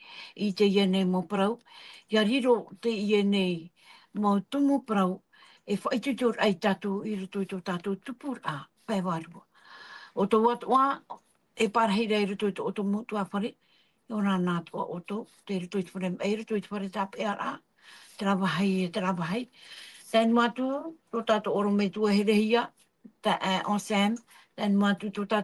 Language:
Tahitian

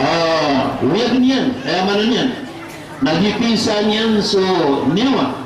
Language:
Maranao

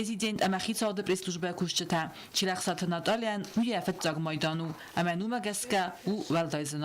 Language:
Ossetic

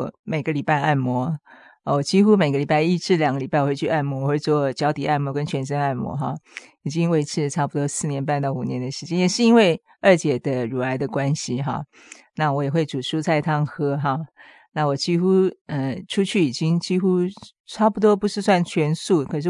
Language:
Chinese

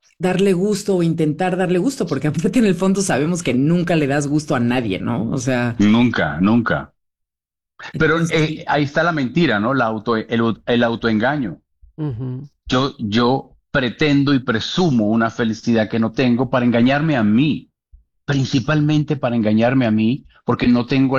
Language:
Spanish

